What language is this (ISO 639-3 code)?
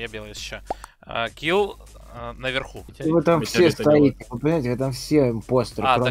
rus